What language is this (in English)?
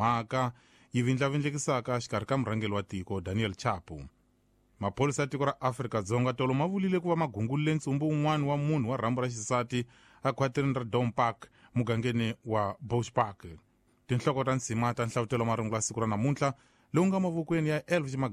Tsonga